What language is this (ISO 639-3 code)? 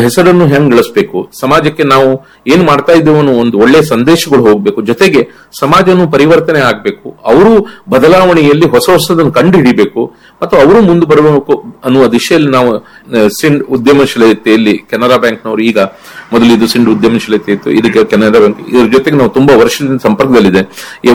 kan